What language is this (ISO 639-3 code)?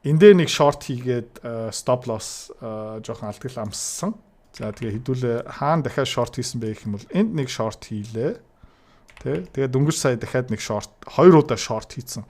mon